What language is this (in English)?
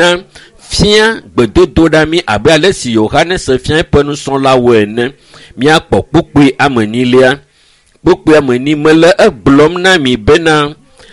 Ewe